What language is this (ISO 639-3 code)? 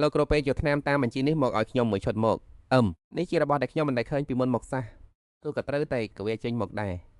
khm